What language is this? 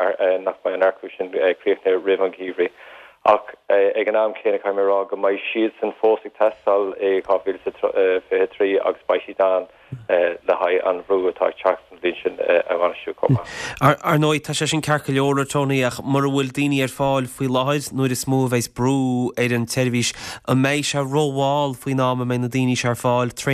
Irish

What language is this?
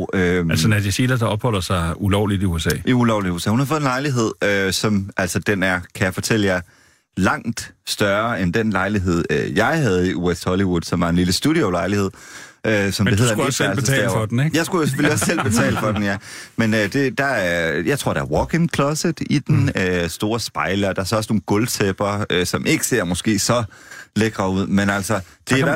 Danish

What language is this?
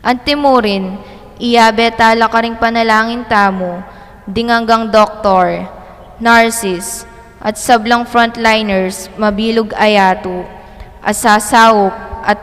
Pampanga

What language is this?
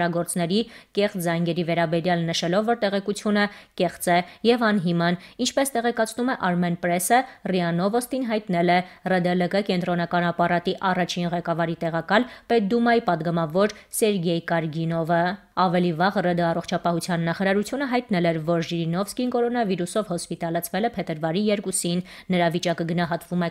Armenian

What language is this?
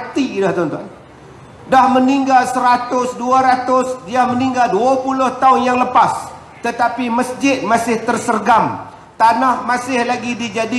Malay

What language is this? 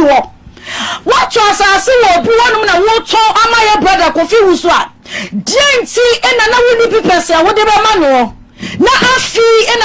Akan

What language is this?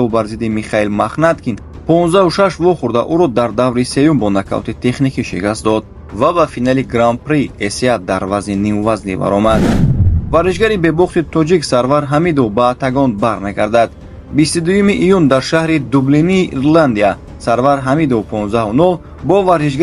Tajik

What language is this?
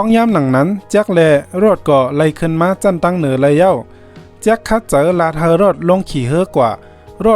Shan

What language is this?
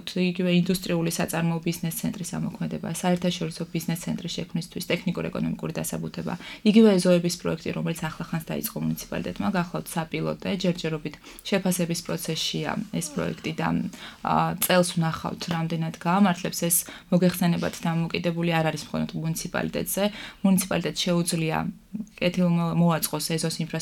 Georgian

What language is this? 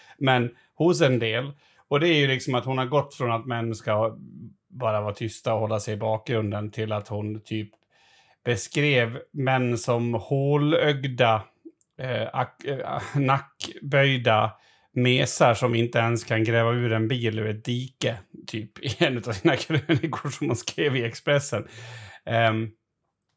Swedish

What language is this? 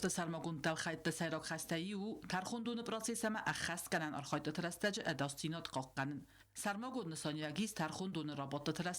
Ossetic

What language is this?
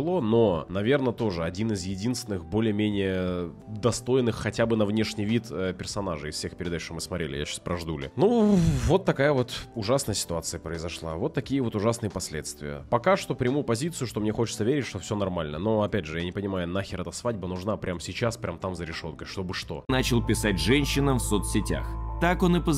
Russian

